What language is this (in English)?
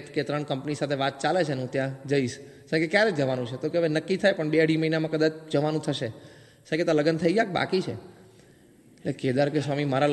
Gujarati